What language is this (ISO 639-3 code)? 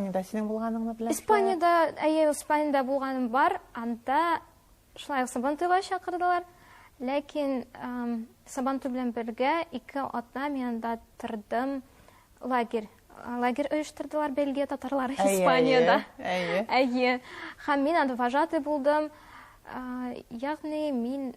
tat